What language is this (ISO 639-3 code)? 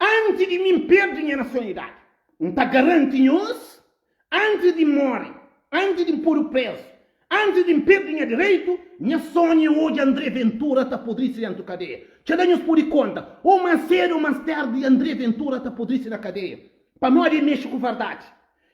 kea